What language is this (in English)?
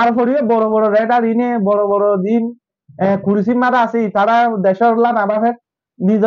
Rohingya